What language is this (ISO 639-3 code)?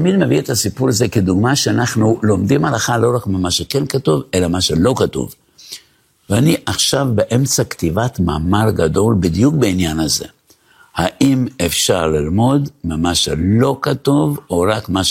heb